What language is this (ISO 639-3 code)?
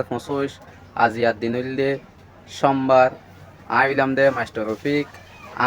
rhg